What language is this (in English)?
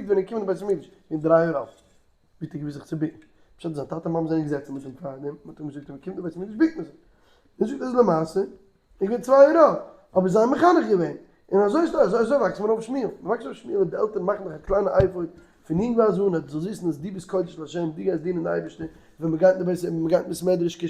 Yiddish